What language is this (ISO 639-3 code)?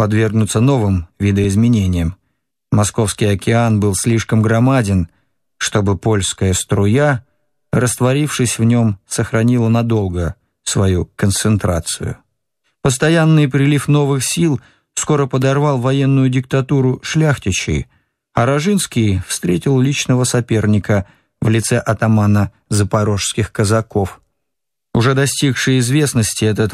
rus